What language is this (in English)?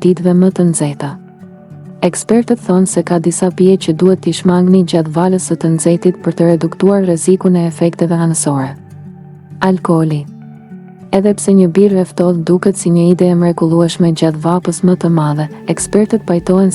Albanian